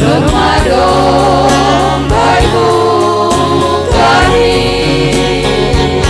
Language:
Batak Simalungun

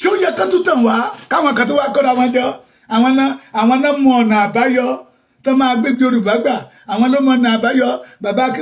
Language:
Yoruba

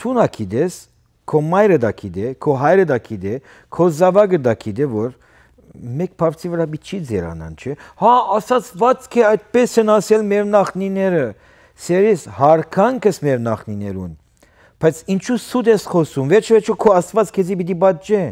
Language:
Western Armenian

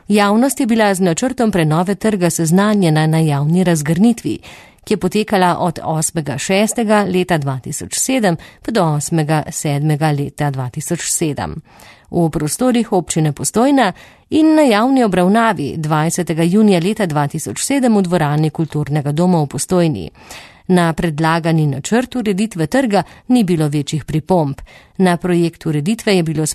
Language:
Slovenian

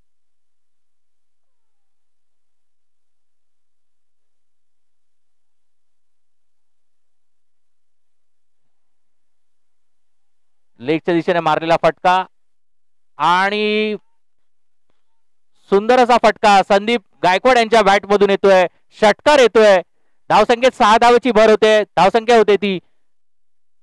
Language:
Marathi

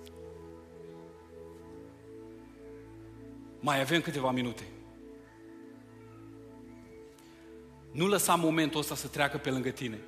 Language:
Romanian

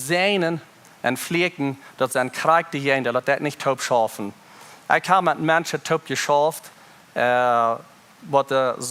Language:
Plautdietsch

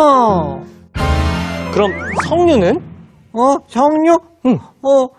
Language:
Korean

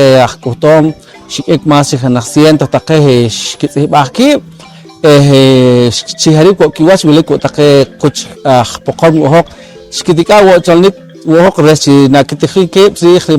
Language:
Poqomchi'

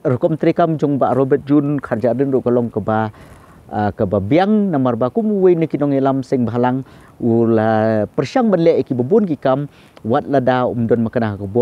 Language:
Khasi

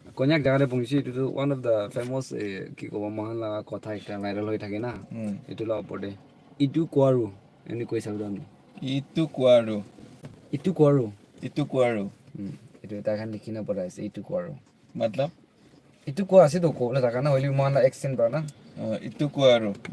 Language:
Naga Pidgin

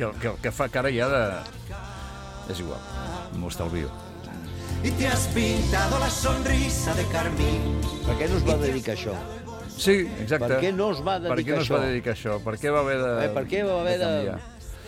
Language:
Catalan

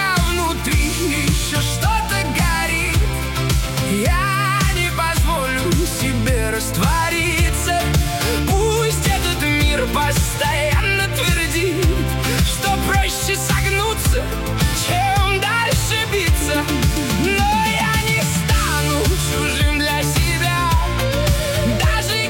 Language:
Russian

